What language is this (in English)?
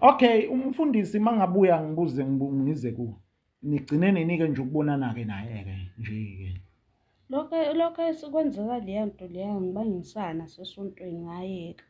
Zulu